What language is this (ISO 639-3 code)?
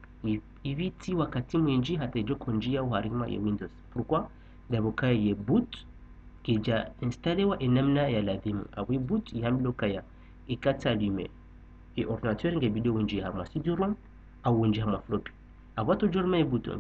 zdj